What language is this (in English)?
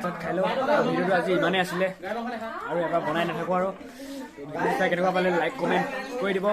Assamese